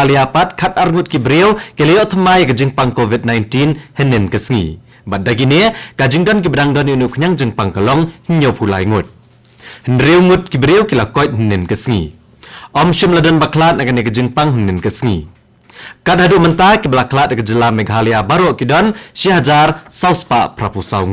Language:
Khasi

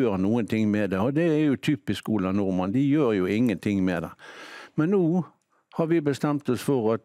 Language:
Norwegian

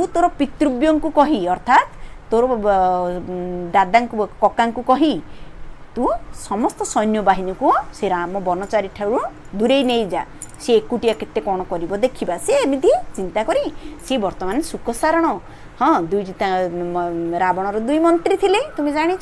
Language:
Odia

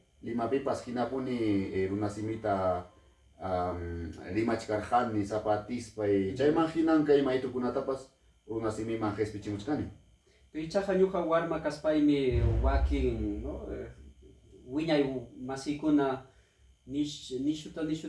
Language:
Ayacucho Quechua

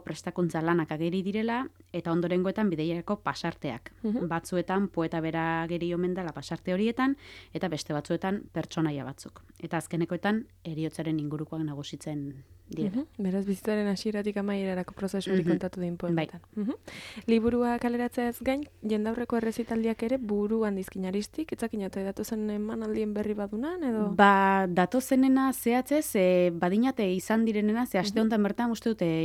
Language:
Basque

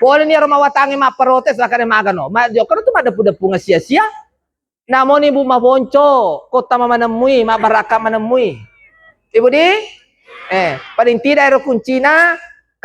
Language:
Buginese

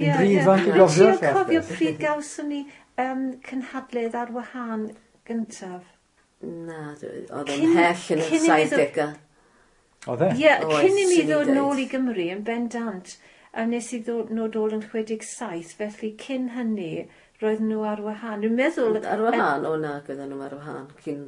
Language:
Welsh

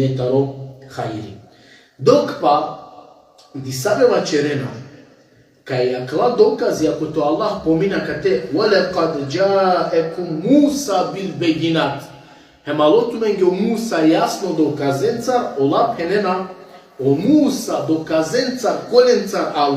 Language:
Balkan Romani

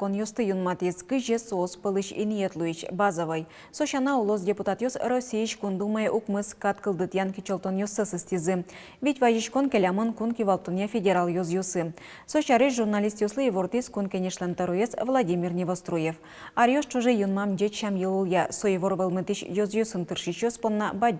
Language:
Udmurt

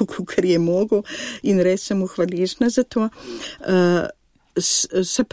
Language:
Slovenian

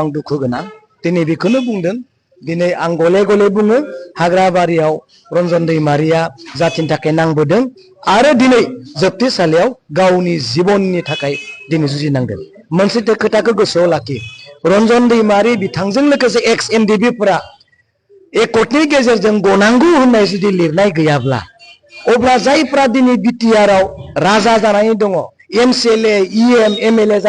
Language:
Bodo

